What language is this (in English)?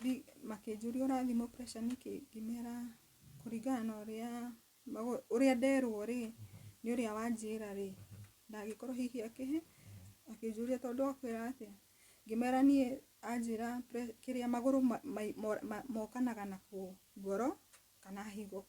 Kikuyu